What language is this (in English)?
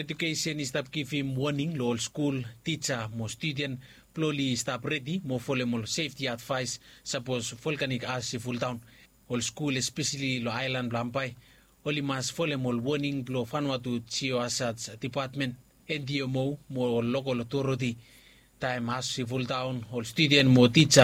Bislama